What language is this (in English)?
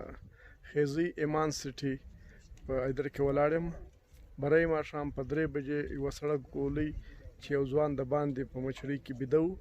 Pashto